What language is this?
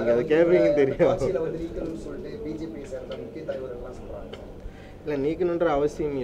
Tamil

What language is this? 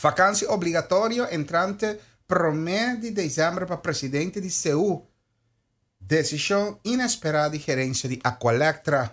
Papiamento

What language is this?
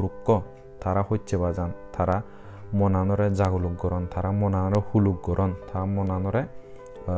Chakma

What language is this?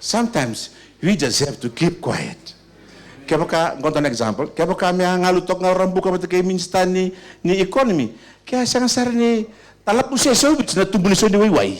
Fijian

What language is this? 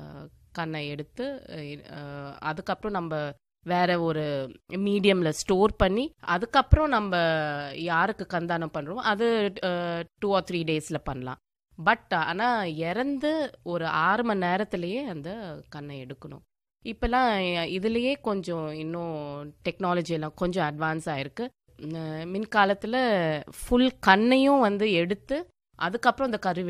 Tamil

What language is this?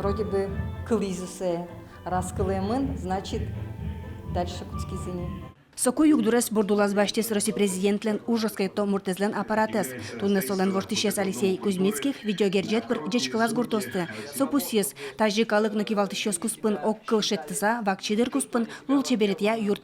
Udmurt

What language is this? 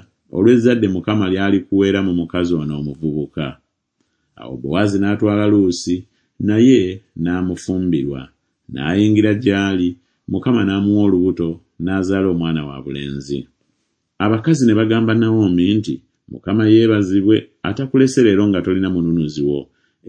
Ganda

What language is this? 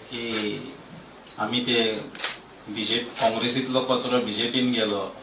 Konkani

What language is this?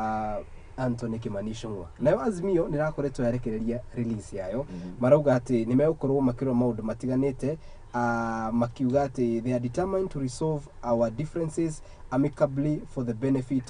Kikuyu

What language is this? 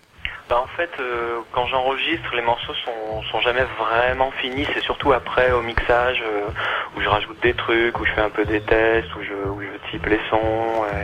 French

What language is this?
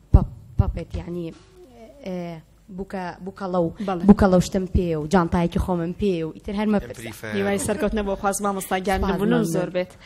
Central Kurdish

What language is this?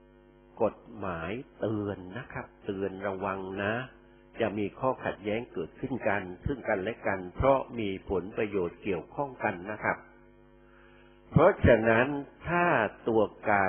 Thai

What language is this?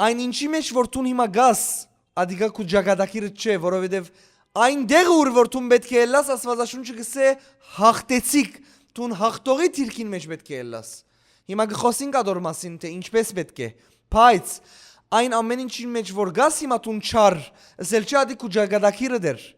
Western Armenian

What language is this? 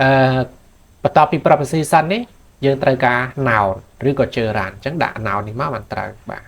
Khmer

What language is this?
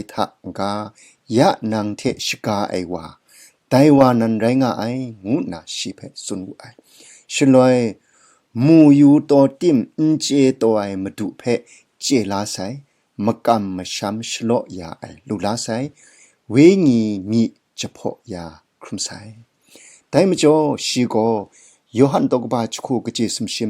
Kachin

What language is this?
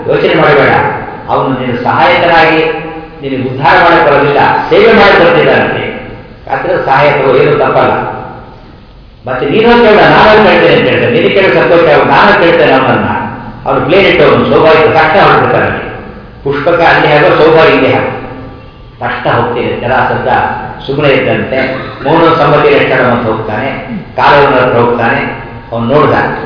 Kannada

